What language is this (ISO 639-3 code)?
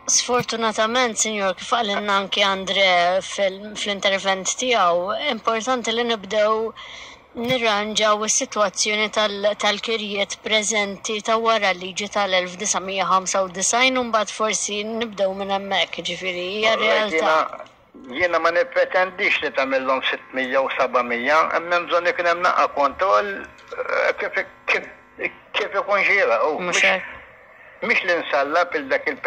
mlt